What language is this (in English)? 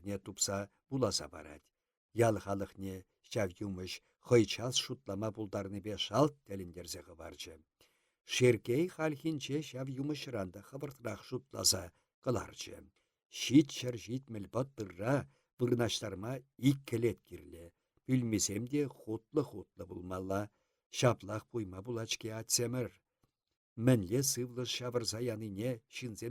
Chuvash